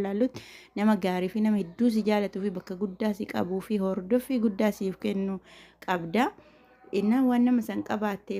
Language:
Oromo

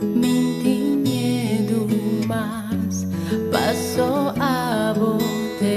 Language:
Papiamento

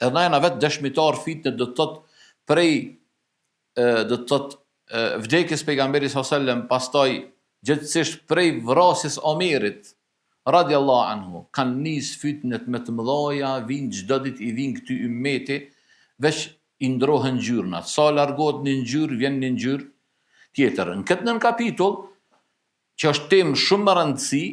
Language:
Albanian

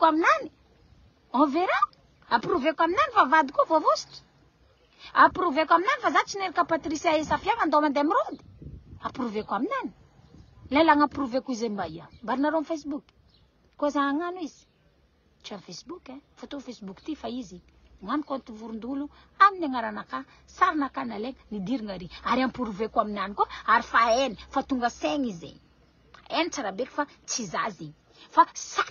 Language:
Malagasy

